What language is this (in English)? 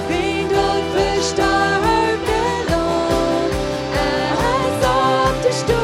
Plautdietsch